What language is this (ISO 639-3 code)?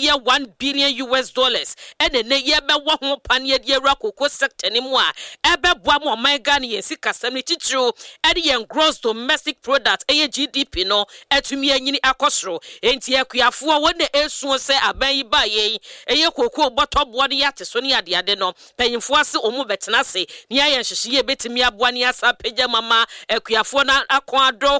aka